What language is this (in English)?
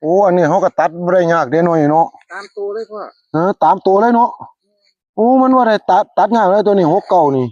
Northeastern Thai